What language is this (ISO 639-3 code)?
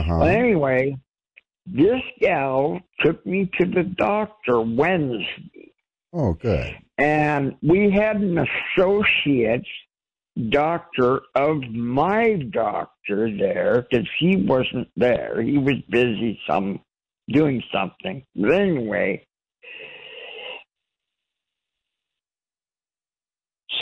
eng